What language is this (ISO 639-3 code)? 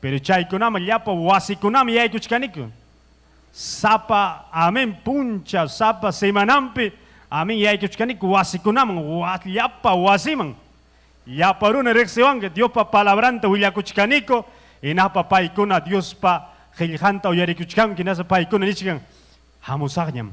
quy